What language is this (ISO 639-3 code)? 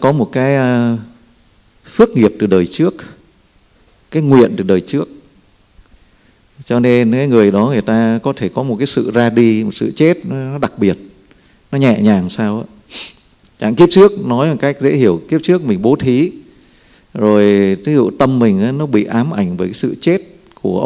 vie